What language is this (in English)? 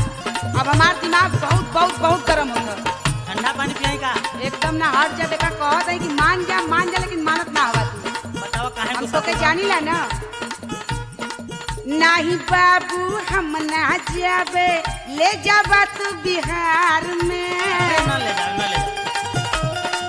Bhojpuri